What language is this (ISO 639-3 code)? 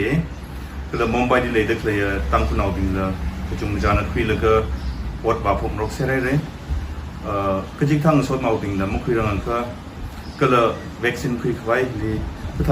nmf